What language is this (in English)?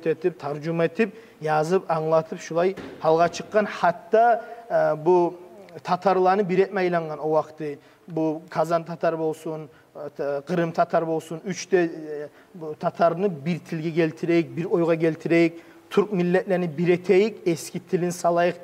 Kumyk